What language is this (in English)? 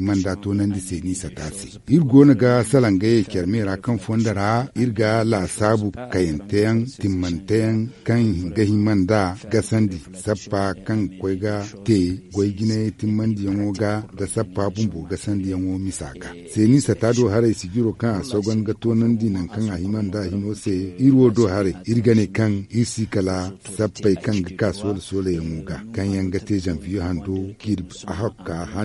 Zarma